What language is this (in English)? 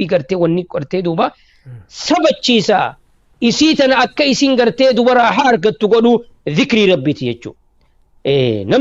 Oromo